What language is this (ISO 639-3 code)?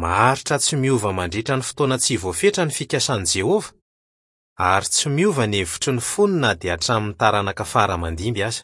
mlg